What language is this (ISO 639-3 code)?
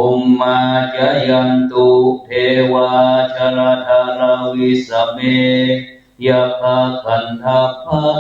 pli